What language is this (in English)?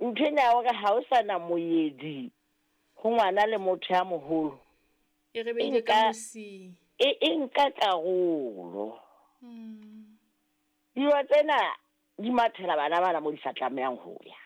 Southern Sotho